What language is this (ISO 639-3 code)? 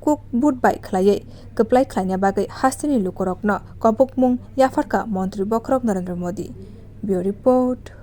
trp